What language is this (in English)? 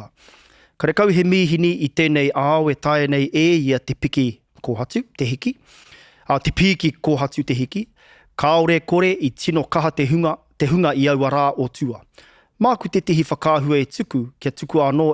Māori